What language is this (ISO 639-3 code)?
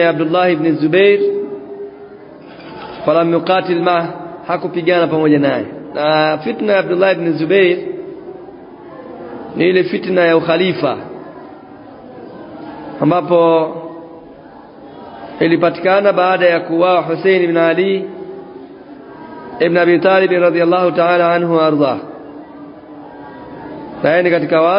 swa